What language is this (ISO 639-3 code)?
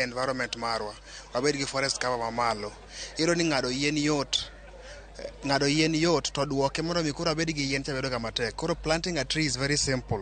luo